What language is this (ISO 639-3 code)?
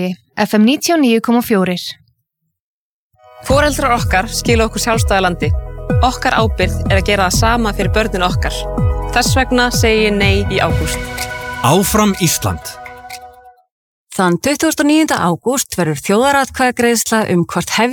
isl